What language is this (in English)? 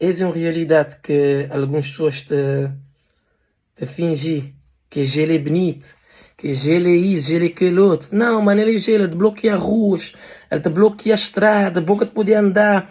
Kabuverdianu